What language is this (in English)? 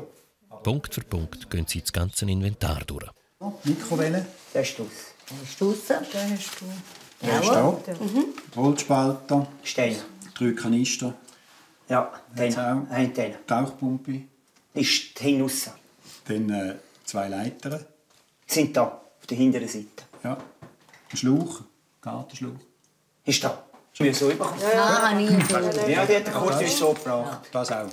Swiss German